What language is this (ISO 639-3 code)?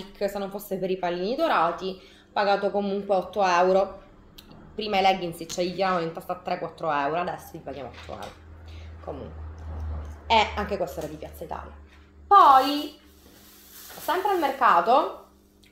ita